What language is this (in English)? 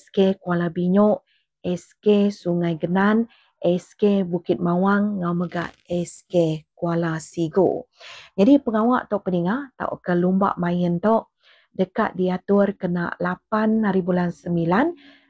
Iban